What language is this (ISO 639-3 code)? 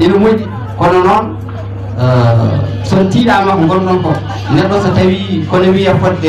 ful